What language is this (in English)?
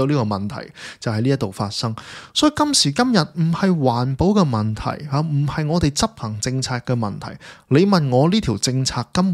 Cantonese